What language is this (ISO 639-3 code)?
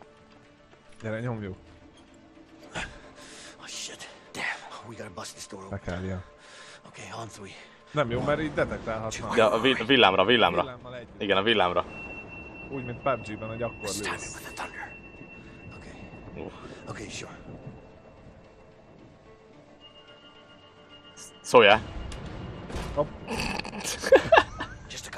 hun